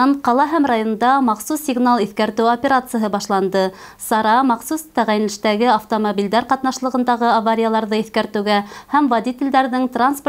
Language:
Bashkir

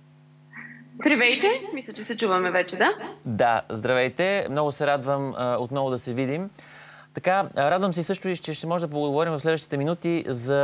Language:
Bulgarian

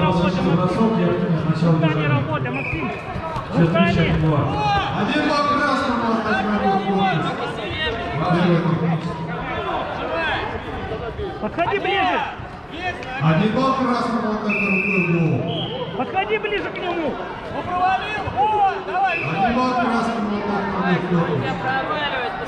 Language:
Russian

